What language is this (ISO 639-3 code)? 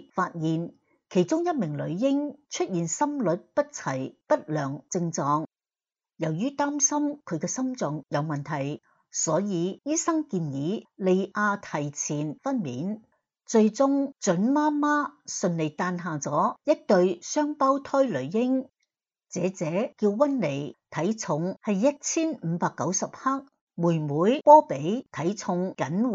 yue